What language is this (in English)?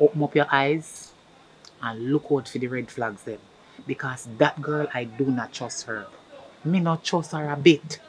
Jamaican Creole English